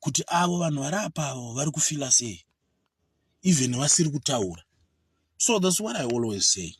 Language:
Shona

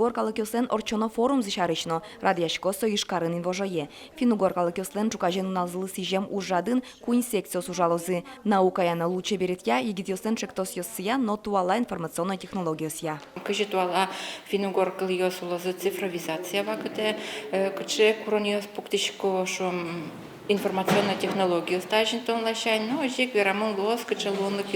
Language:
Udmurt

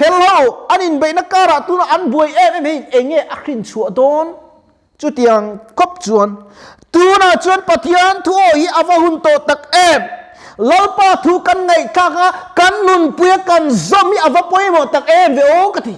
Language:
Mizo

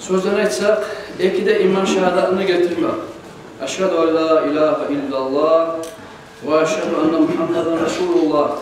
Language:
Kumyk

